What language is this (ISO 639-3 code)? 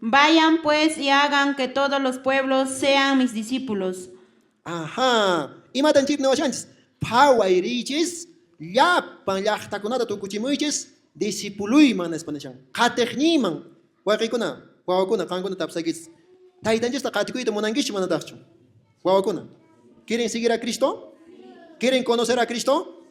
que